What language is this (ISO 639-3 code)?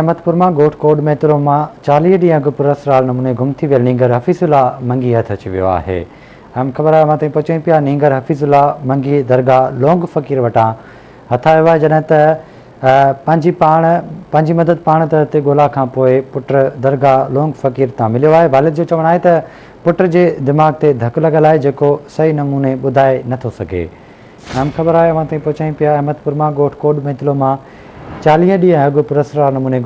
snd